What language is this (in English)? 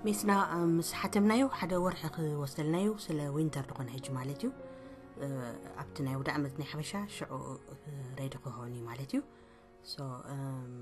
Tigrinya